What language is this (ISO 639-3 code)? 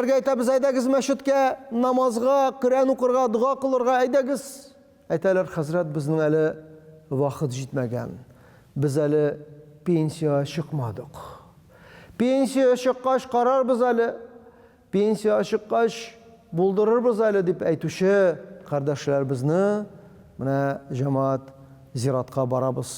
tat